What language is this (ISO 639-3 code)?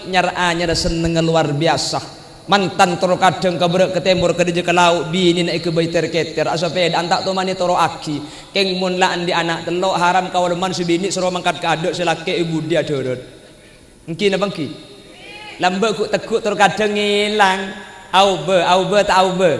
mad